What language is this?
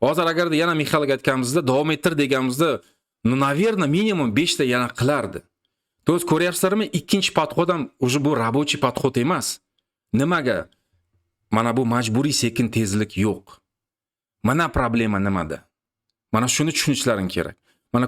Uzbek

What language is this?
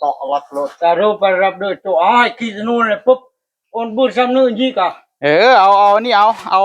Northeastern Thai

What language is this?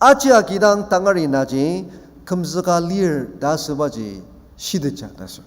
Ao Naga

